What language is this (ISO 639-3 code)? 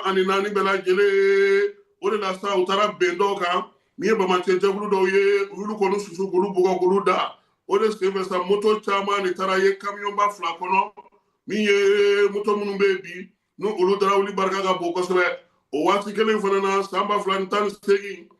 bam